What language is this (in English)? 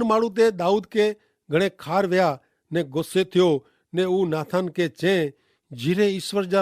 Kachhi